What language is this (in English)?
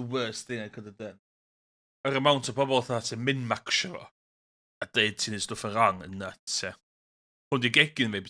Welsh